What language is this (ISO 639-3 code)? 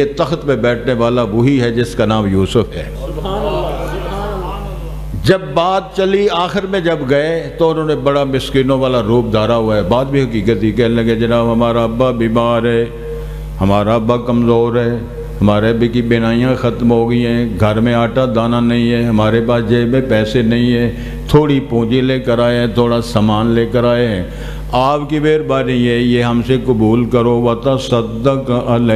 urd